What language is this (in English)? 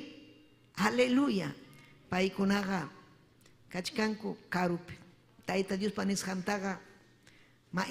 Ayacucho Quechua